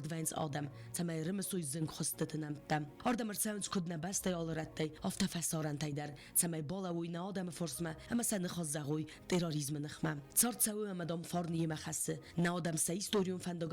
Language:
Ossetic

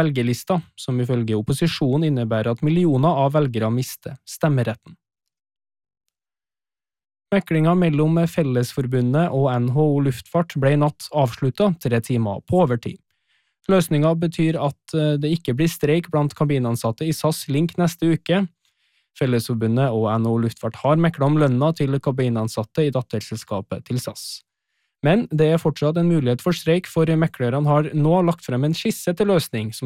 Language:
Norwegian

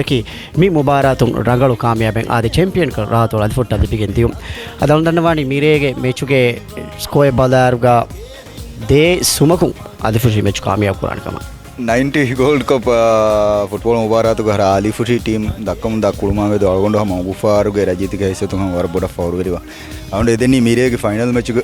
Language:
Divehi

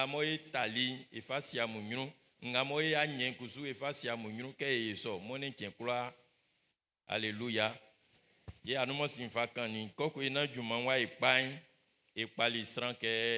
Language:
Baoulé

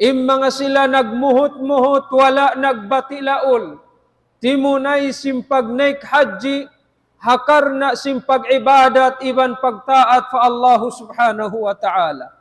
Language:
Tausug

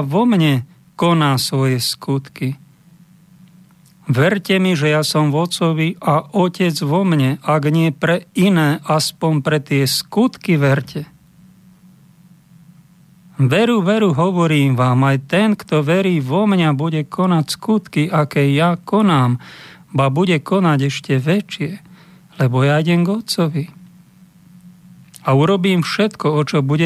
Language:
Slovak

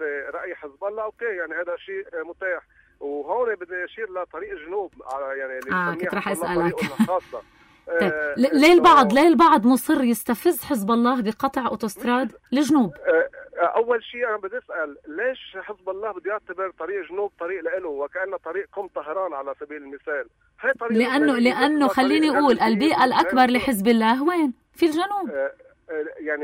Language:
North Levantine Arabic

